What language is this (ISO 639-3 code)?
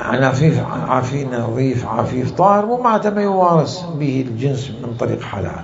acm